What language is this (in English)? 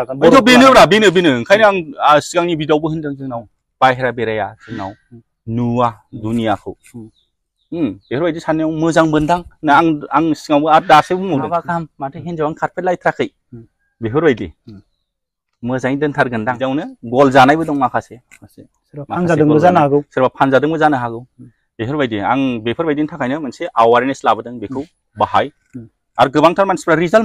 Bodo